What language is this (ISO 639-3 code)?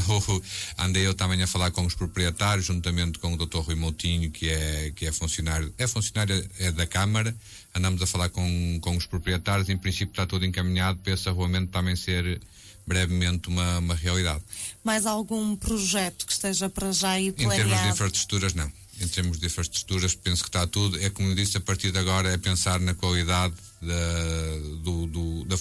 por